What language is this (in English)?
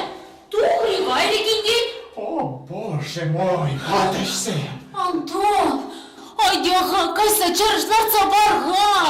Chuvash